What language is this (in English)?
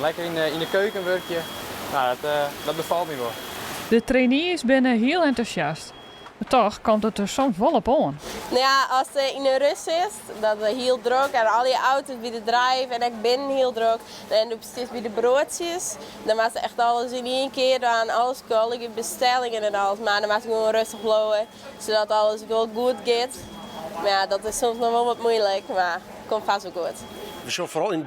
Western Frisian